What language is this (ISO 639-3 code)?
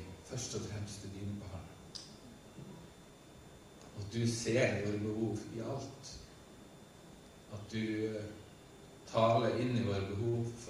nor